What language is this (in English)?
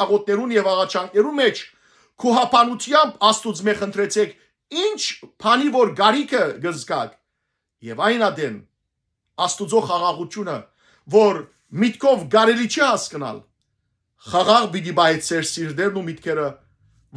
Western Armenian